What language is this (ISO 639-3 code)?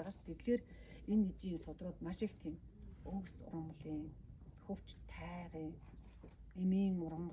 mon